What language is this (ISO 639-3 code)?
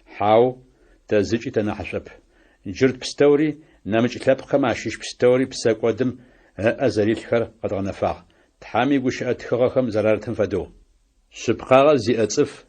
ady